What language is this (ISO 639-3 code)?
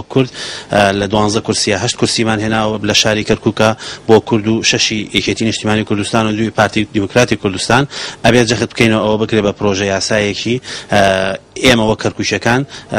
ckb